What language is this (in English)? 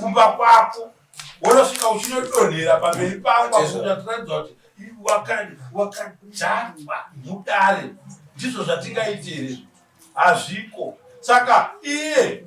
Shona